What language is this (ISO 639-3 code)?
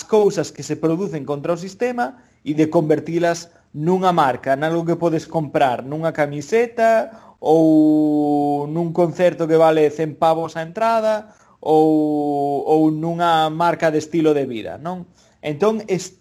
glg